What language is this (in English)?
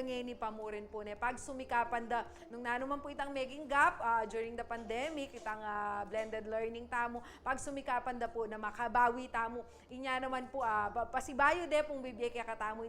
Pampanga